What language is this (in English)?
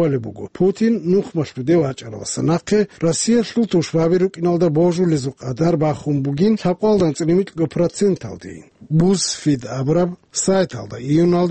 Avaric